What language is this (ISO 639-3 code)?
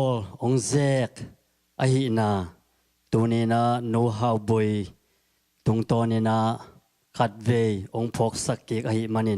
ctd